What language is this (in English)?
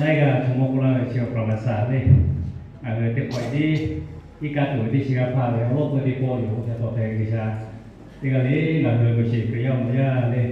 Lahu